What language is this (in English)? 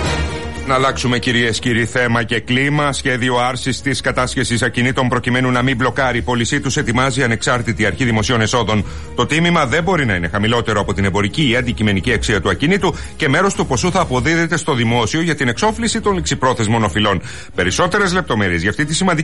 Greek